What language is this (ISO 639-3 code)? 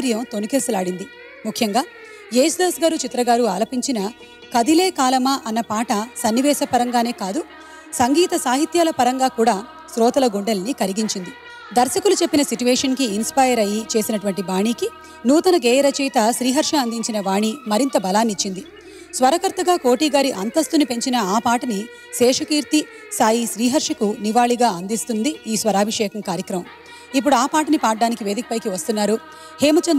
tel